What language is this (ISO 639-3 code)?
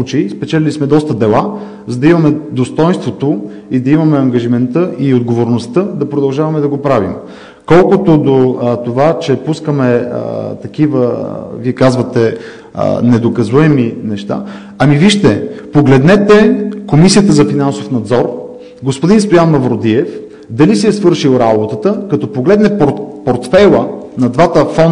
bul